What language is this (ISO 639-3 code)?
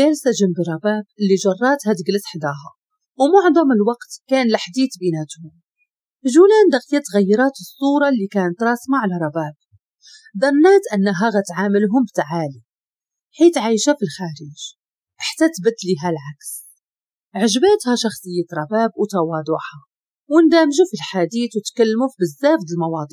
ary